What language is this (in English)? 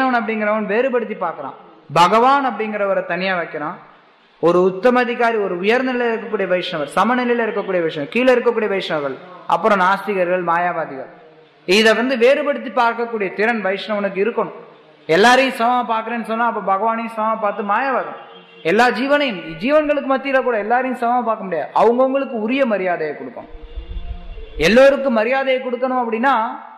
Tamil